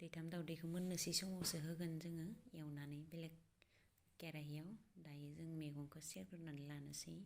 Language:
Bodo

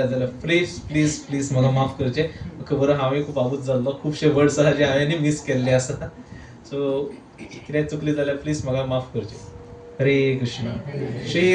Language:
Konkani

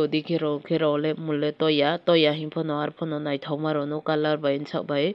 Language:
Kok Borok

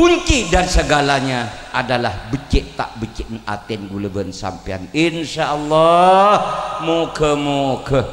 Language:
Madurese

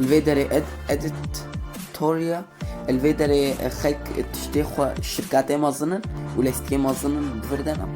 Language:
Kurdish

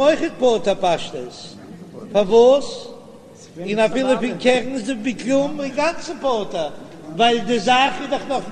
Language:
Yiddish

